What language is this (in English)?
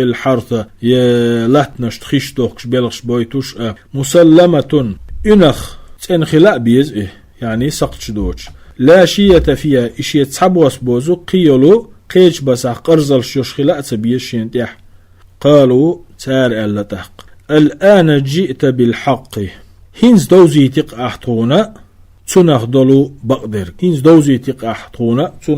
Chechen